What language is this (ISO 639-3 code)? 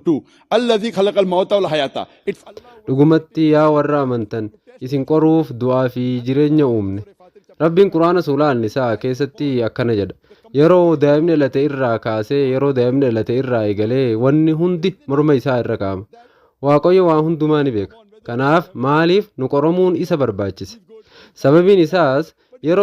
orm